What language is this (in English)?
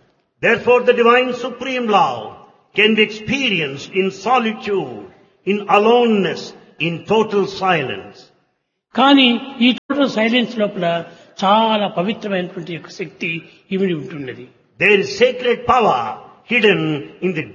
Telugu